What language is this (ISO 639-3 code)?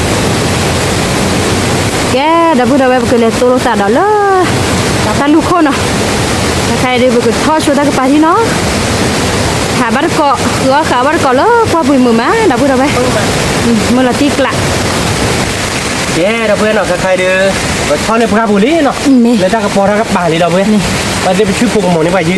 ksw